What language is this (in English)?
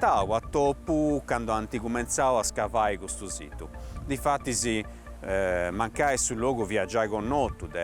Sardinian